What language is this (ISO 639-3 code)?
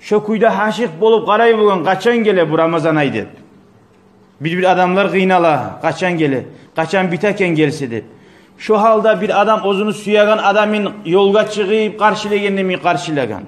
kum